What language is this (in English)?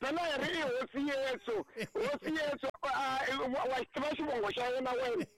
Tsonga